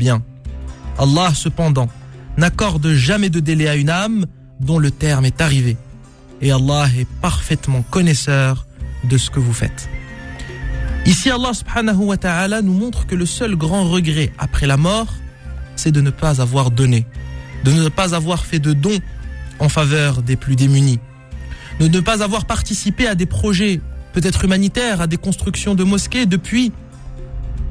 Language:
French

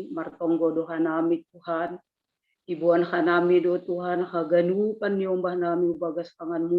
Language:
Batak Simalungun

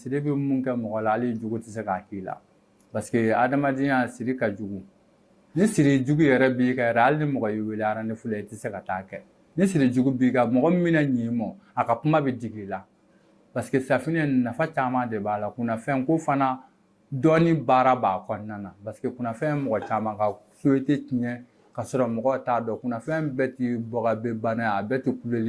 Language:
Bambara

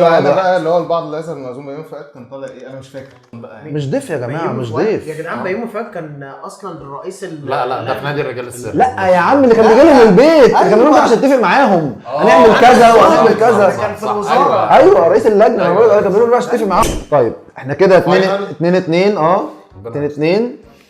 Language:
Egyptian Arabic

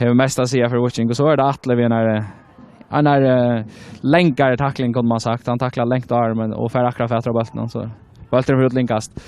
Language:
Faroese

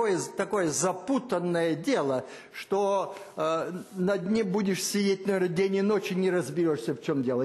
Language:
Russian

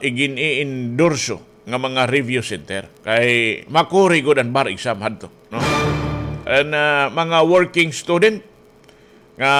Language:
Waray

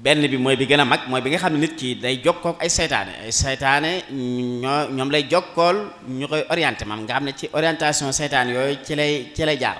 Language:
Wolof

